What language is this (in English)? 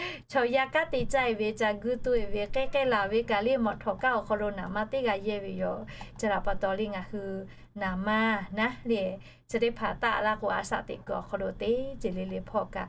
Lahu